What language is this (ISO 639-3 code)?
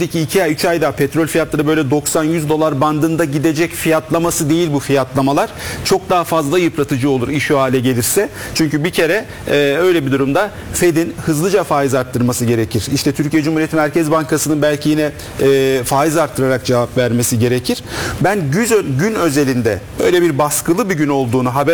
tur